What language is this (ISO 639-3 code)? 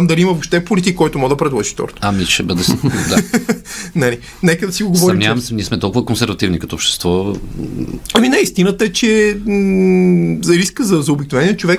bul